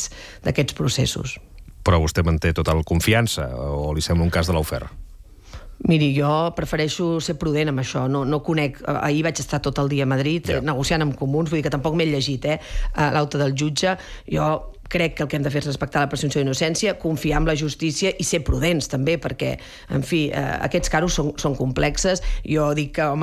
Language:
Catalan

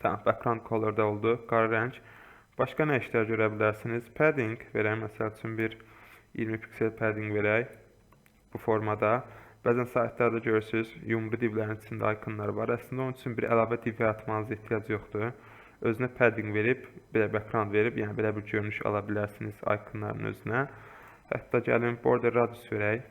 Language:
Azerbaijani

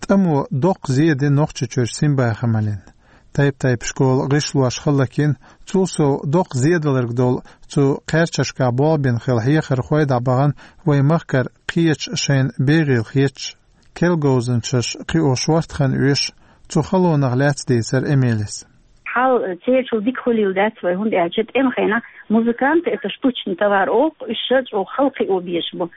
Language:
Chechen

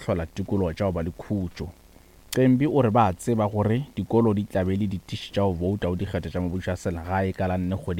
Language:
Northern Sotho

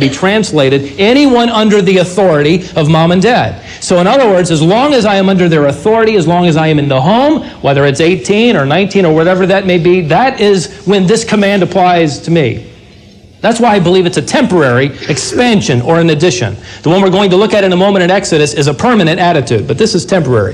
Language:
English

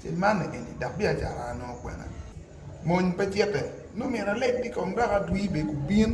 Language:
Acoli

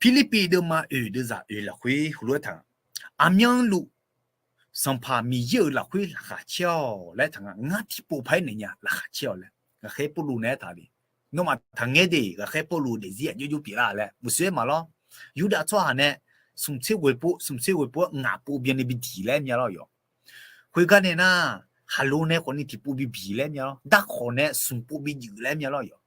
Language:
Akha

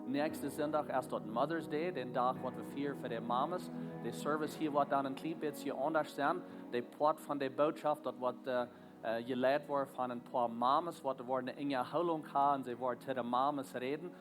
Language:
Plautdietsch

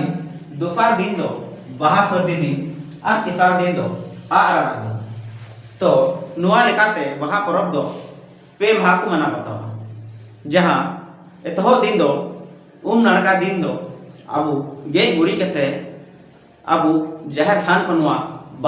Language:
Santali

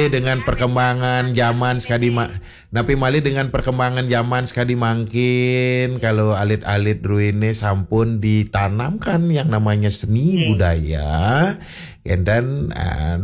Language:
Balinese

